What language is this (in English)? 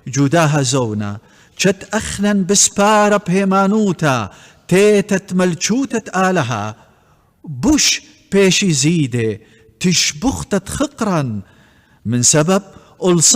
Assyrian Neo-Aramaic